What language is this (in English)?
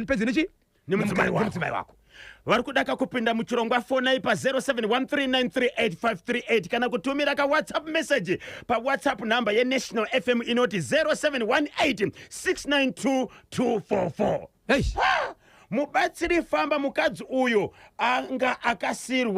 Shona